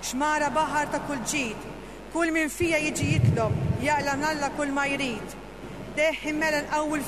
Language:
Maltese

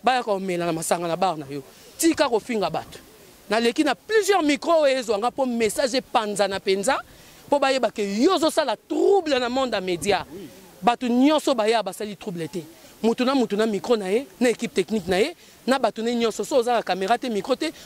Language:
Lingala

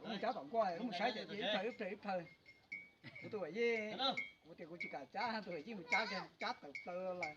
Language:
Hmong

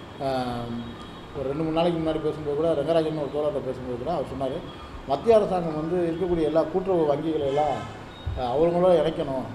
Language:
Tamil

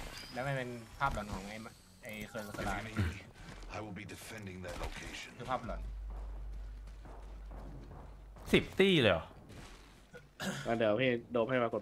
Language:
Thai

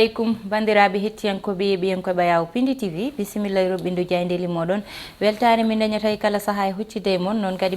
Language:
Fula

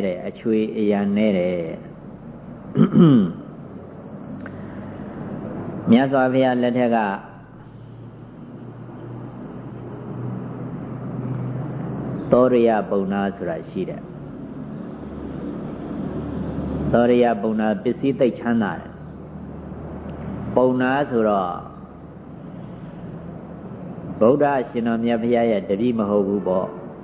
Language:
Burmese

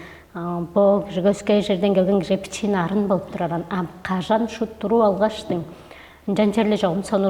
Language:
Tuvinian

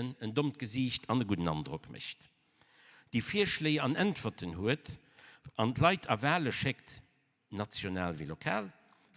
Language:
Luxembourgish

